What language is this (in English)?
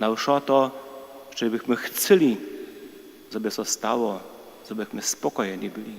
Upper Sorbian